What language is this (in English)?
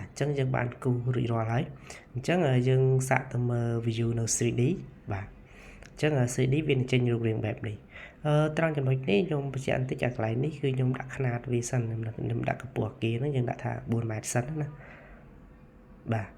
Khmer